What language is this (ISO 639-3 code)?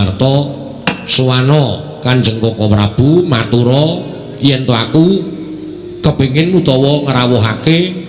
jav